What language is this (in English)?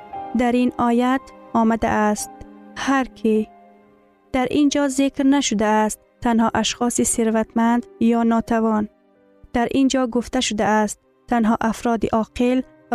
Persian